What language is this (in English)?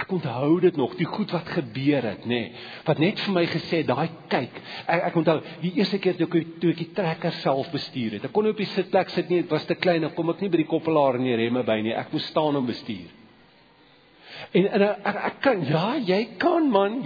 Afrikaans